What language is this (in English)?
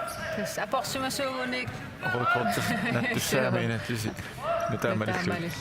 Kalaallisut